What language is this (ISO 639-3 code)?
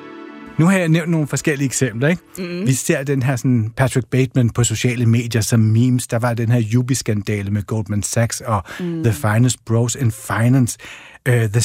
dan